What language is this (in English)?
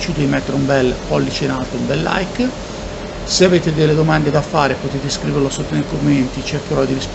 Italian